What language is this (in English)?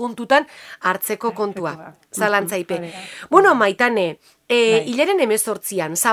Basque